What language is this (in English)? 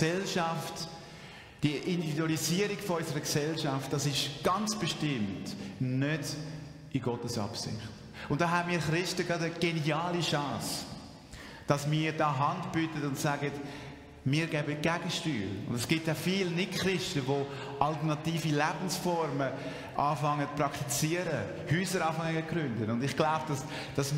Swiss German